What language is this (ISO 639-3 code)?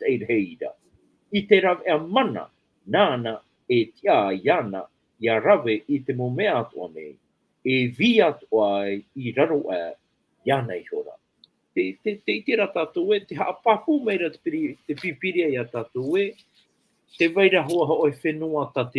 tah